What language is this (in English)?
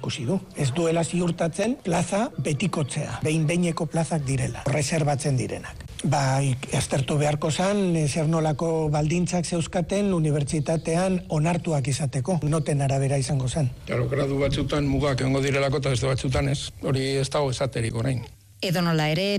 Basque